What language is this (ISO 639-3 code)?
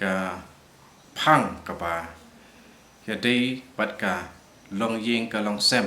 kha